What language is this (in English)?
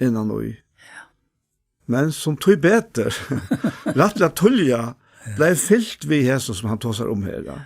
Faroese